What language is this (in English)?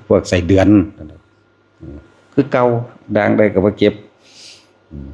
Lao